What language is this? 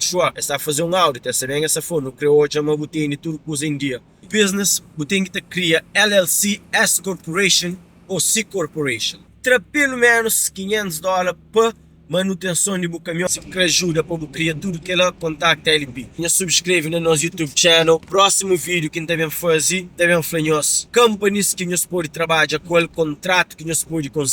Kabuverdianu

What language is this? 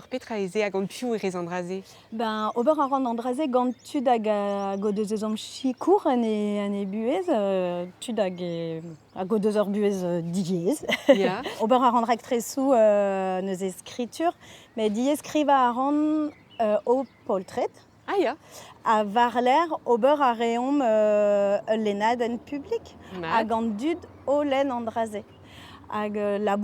Breton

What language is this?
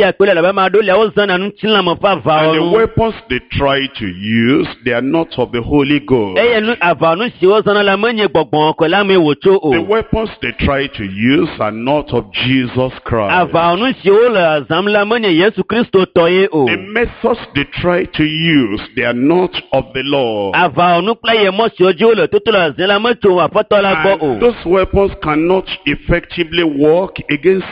Ewe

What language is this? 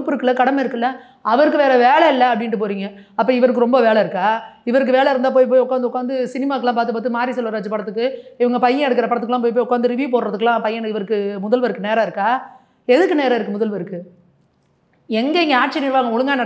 Tamil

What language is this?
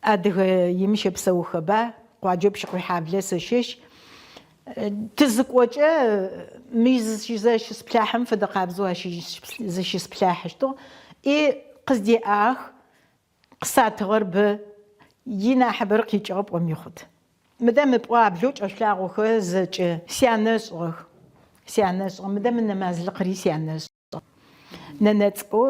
Adyghe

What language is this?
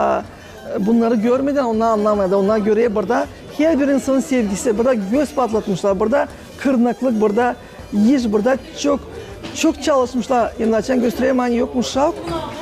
Gagauz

